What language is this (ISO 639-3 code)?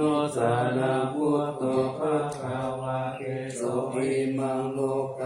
pli